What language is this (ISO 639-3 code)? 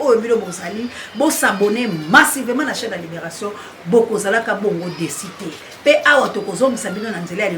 lin